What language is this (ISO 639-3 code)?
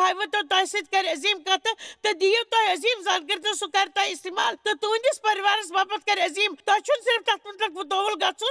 kas